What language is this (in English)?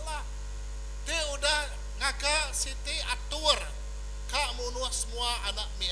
Iban